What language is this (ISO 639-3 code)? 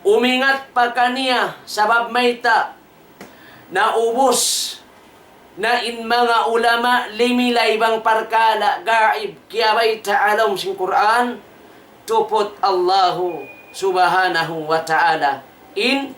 tsg